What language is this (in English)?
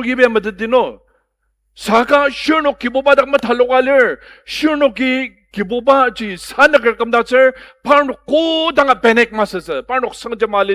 Ao Naga